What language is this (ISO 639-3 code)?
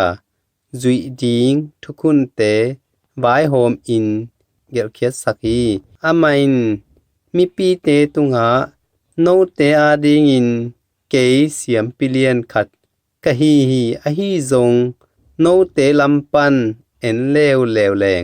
ctd